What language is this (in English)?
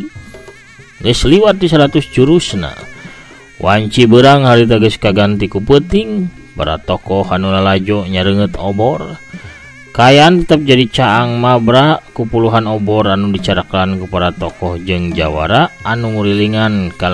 Sundanese